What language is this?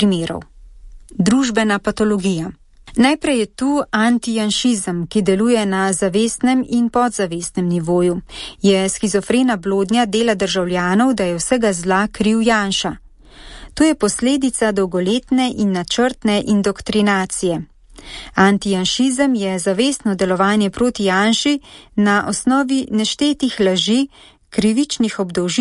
Slovenian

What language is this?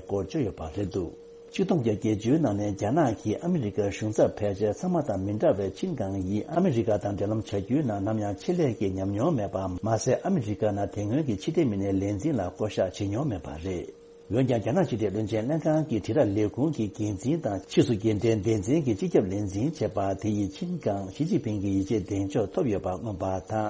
Tibetan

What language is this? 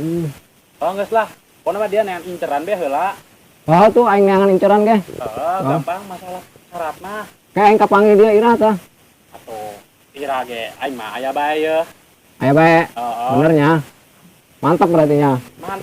Sundanese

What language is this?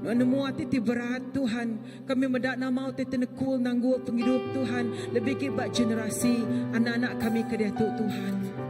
Iban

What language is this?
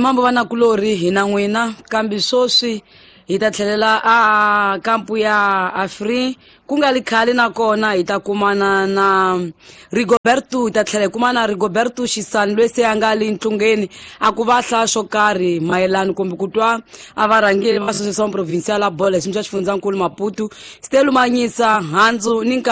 Tsonga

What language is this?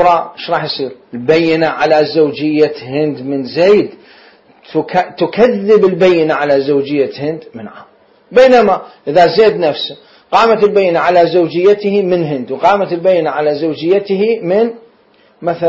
Mesopotamian Arabic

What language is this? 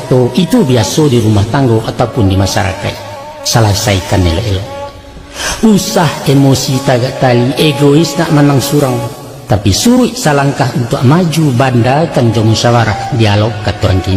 Minangkabau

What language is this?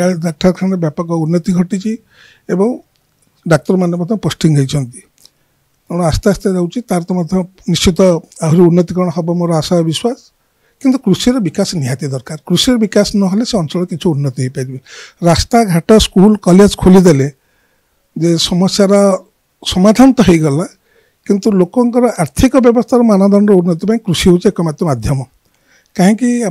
Odia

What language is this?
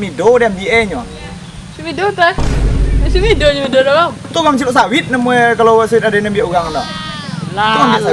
Minangkabau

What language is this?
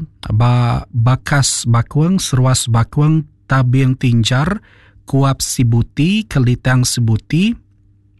Iban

